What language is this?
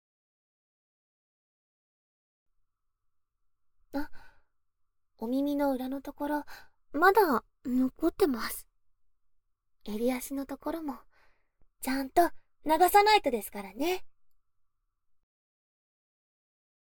Japanese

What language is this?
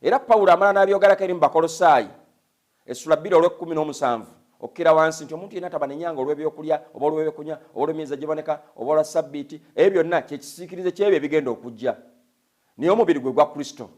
Ganda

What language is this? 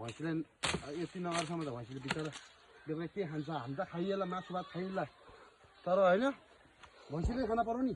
Nepali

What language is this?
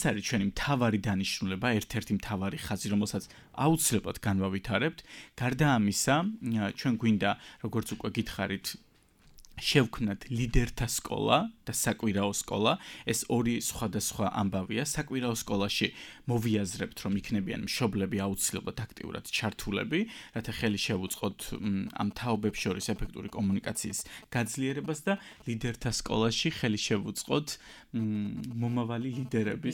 Georgian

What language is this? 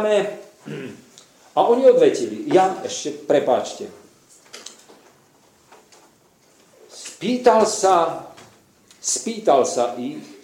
Slovak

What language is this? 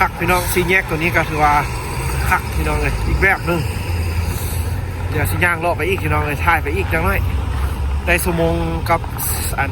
Lao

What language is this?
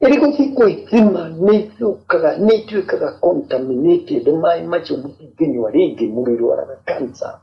Kikuyu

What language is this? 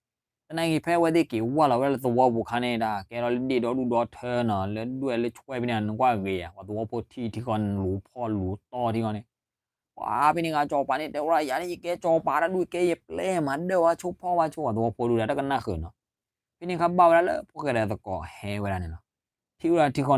S'gaw Karen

